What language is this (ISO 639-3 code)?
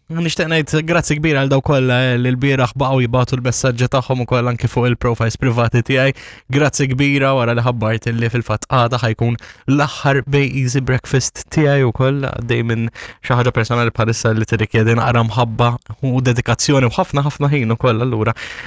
mlt